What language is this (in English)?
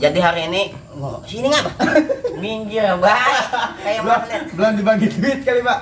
Betawi